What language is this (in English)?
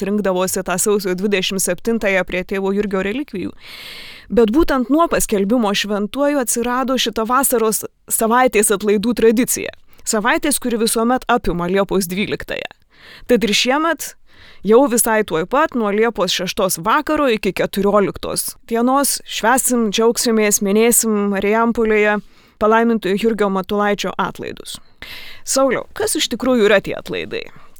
Lithuanian